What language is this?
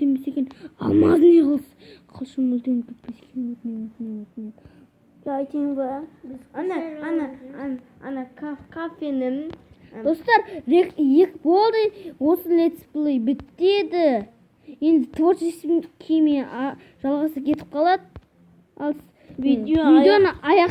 Kazakh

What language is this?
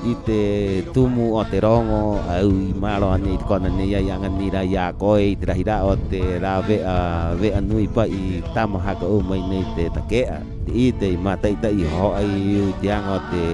Rapanui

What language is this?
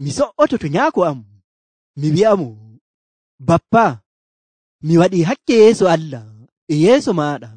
Nigerian Fulfulde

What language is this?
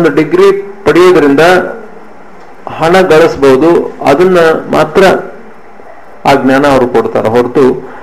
Kannada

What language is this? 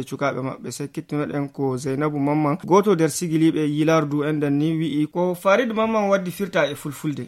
Fula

